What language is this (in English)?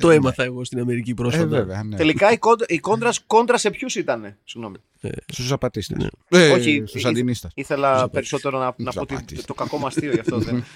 Greek